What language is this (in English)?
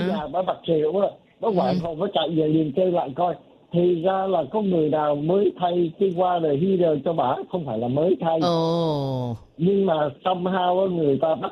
Vietnamese